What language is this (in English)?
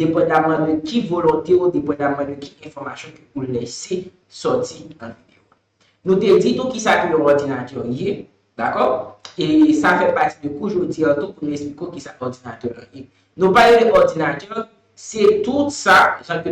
Haitian Creole